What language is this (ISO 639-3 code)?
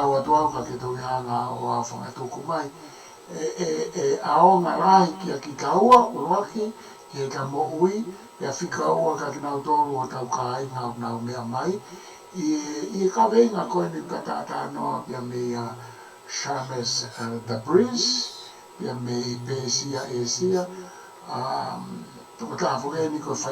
ton